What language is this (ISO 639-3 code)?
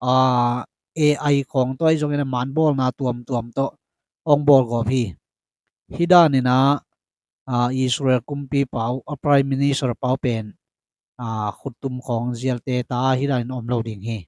ctd